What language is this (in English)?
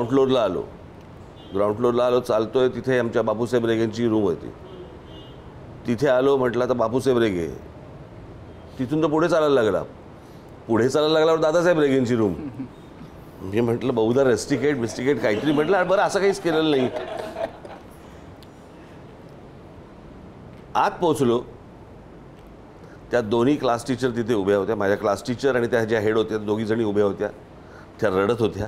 Marathi